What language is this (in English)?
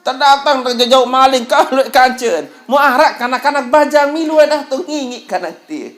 Sasak